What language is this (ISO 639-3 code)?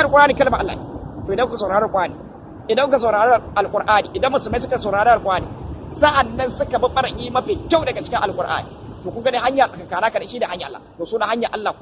hau